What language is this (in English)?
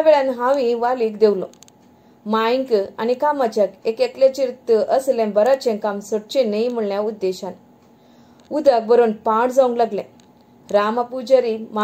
Konkani